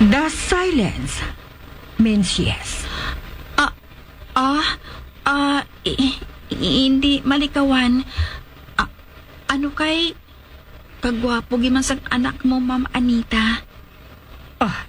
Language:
Hiligaynon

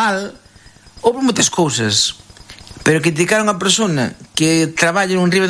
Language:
Galician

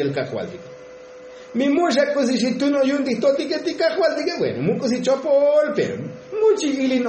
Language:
Tzotzil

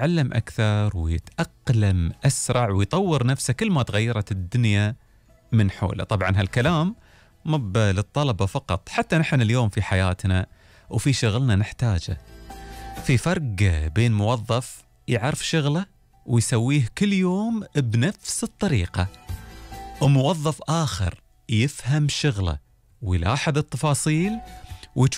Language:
Gulf Arabic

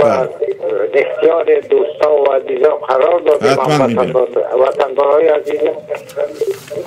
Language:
Persian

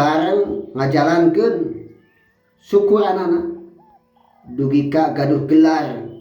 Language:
Sundanese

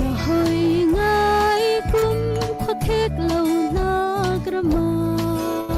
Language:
Falam Chin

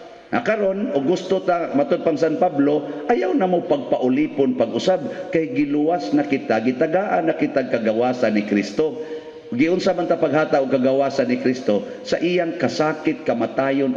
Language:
Cebuano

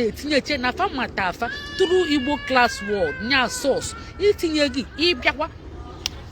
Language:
Igbo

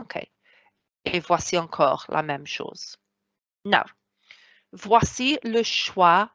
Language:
Welsh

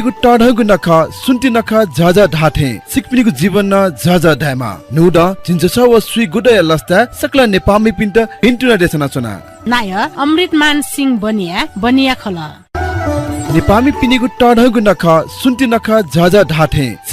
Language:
Newari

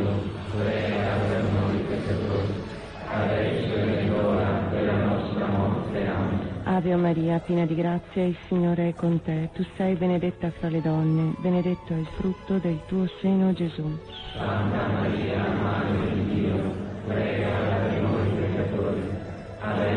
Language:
Italian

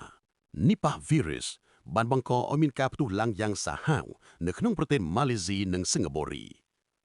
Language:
Khmer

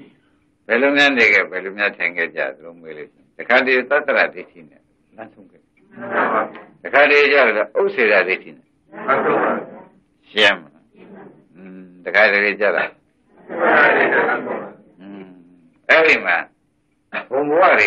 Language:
Burmese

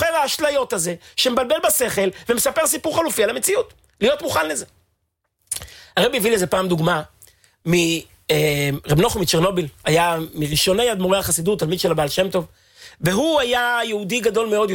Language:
Hebrew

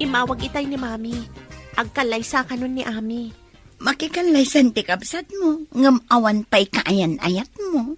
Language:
Iloko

